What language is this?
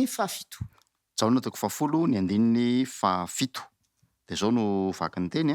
Malagasy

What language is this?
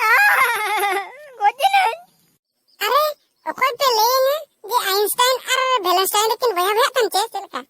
Santali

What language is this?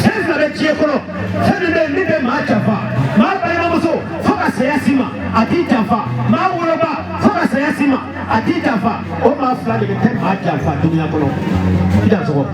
Bambara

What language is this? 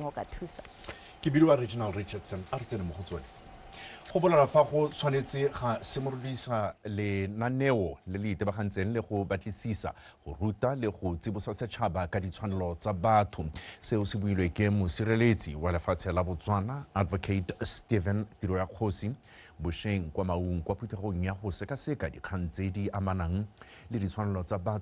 Tswana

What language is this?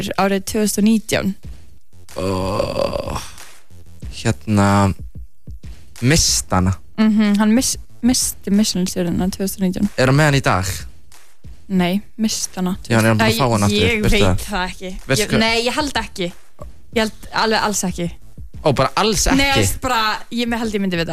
Icelandic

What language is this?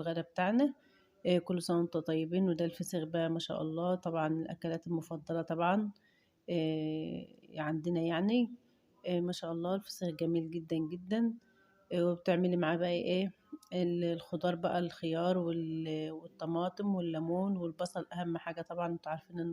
Egyptian Arabic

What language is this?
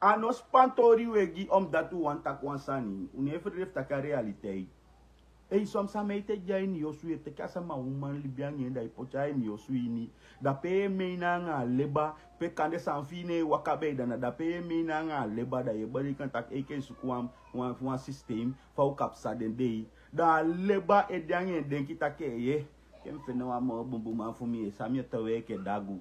Sranan Tongo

